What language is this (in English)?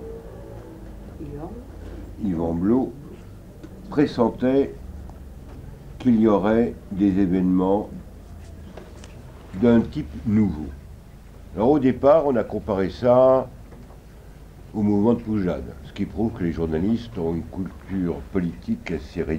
French